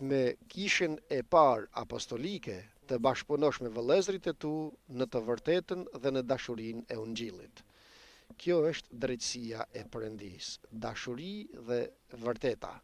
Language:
Albanian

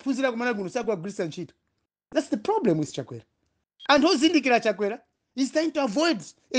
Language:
Nyanja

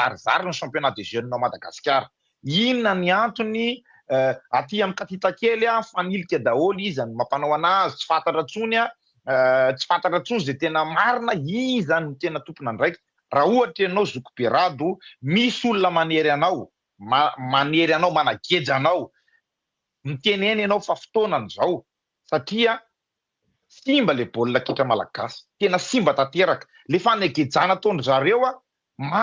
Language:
Malagasy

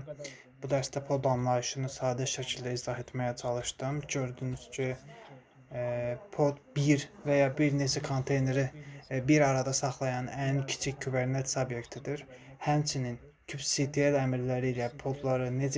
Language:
Azerbaijani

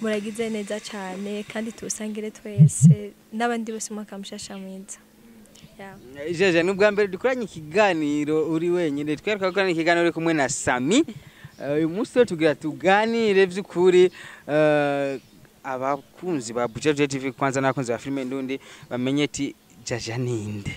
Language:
Rundi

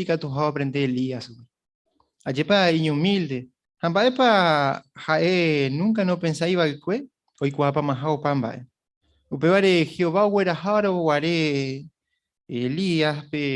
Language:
Guarani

